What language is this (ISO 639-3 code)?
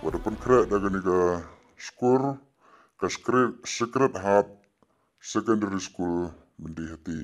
pbv